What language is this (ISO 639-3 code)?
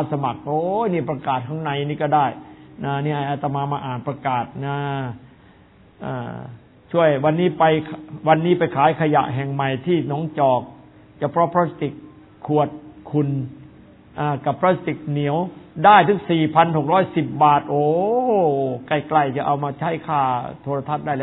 tha